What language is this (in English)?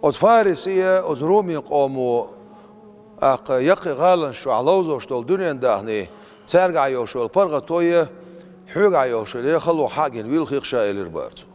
Chechen